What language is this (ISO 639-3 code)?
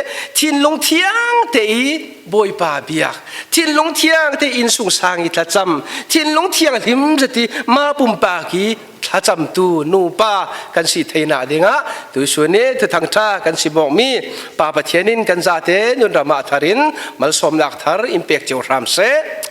cfm